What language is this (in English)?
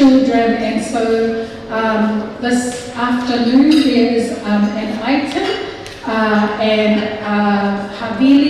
Tongan